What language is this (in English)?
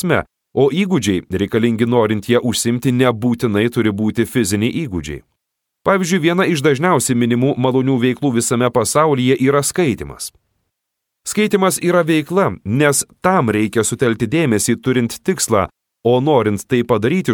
Lithuanian